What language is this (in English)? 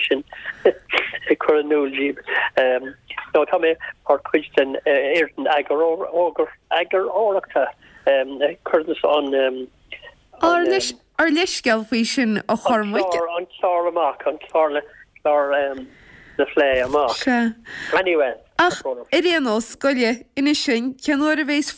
Irish